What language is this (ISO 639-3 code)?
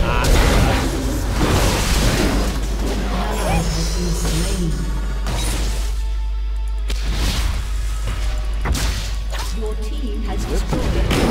nld